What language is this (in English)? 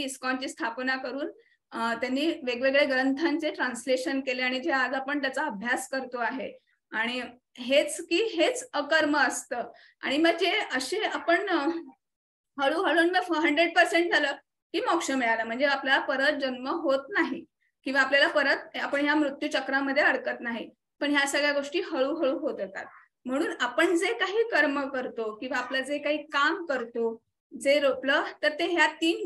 Marathi